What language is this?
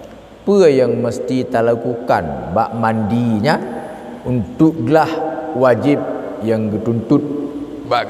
Achinese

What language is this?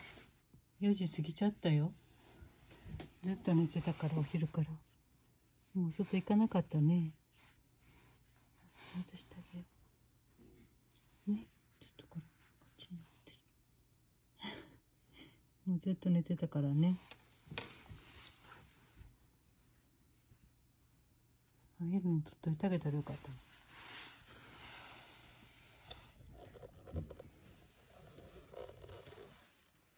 Japanese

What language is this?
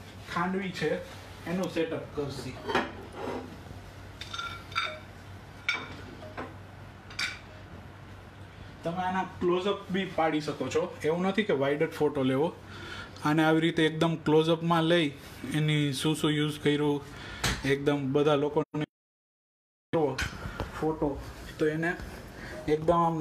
Gujarati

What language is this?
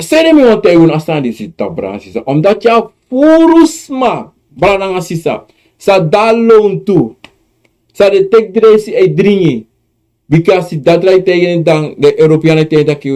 Sranan Tongo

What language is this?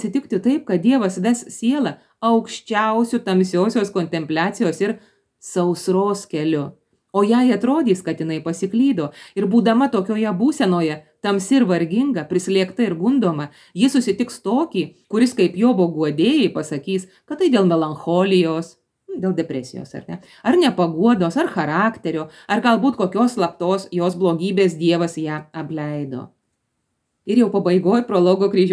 Lithuanian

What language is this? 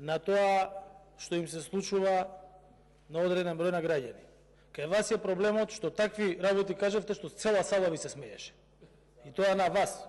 Macedonian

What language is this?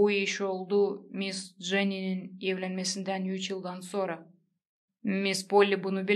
Gagauz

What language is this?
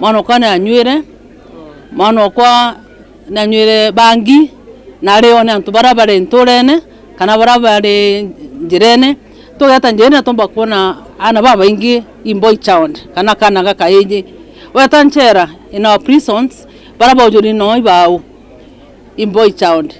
Meru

